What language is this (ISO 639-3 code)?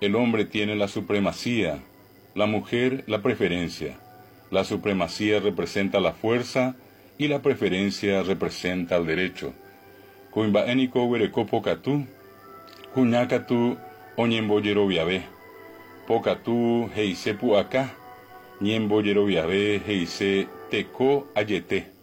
grn